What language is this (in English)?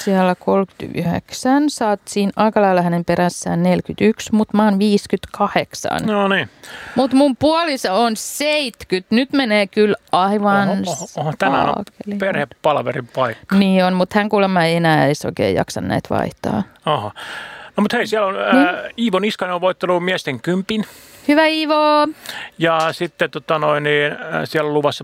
Finnish